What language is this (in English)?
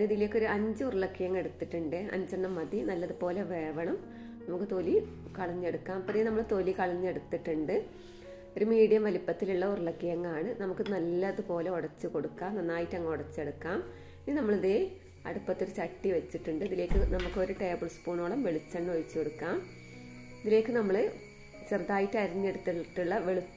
Malayalam